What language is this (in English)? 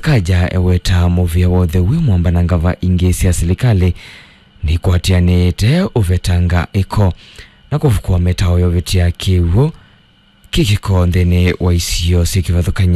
Kamba